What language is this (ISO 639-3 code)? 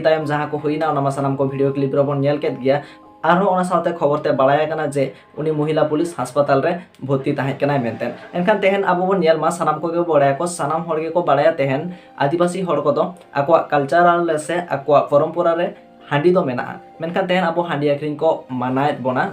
sat